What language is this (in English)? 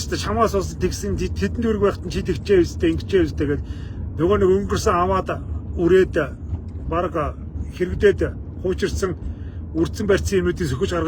Mongolian